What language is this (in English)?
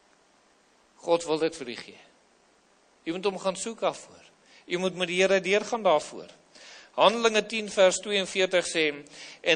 Afrikaans